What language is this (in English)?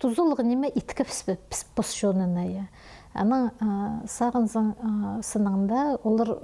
Khakas